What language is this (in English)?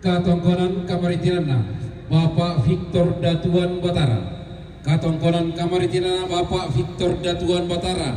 Toraja-Sa'dan